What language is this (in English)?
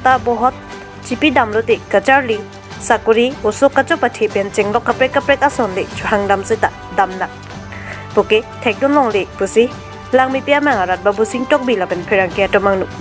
Karbi